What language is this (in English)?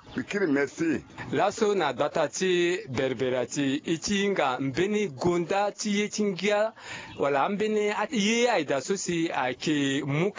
Sango